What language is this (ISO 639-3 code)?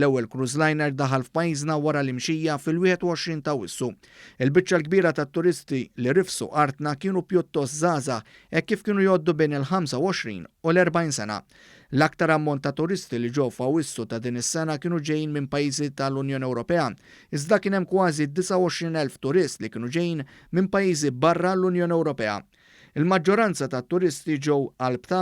mlt